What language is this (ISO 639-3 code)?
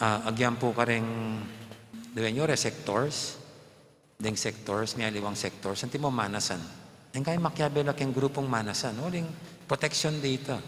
pam